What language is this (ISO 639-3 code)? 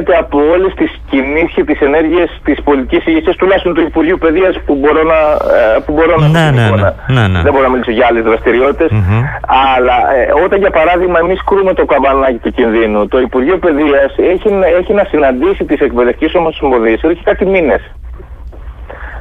ell